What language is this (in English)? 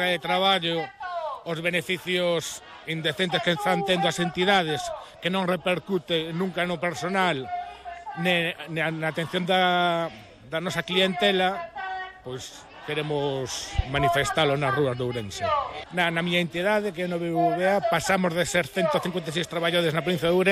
Galician